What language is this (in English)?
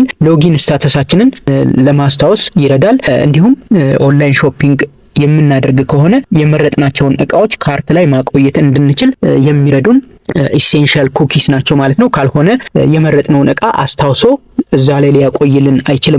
Amharic